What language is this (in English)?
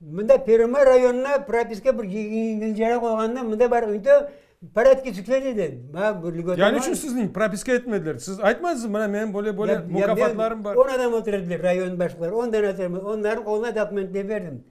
Crimean Tatar